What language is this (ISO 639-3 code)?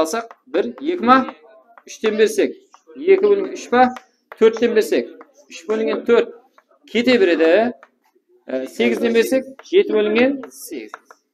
kaa